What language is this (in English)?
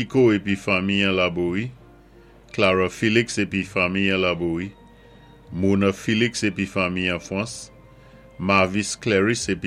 Saint Lucian Creole French